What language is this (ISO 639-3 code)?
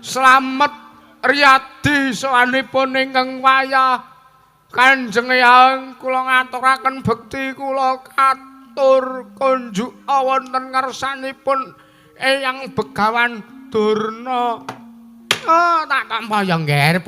jav